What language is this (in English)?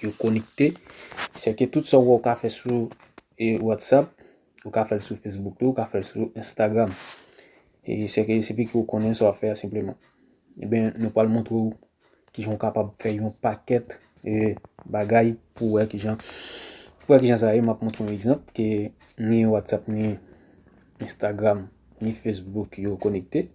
Haitian Creole